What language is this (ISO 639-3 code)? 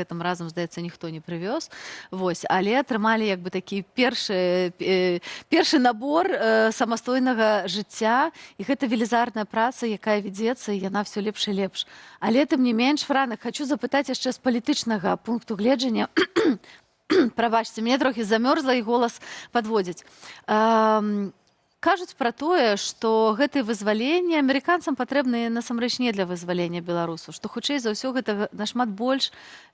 bel